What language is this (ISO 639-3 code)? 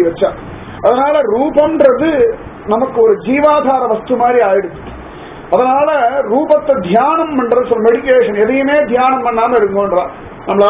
tam